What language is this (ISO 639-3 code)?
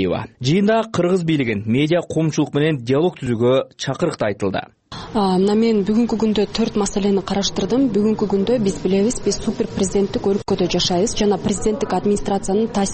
kir